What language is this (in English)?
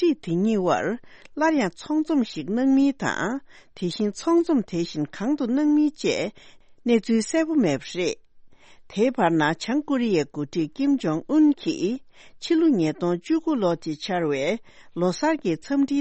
Tibetan